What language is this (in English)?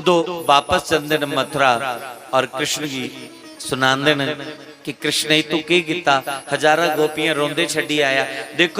Dogri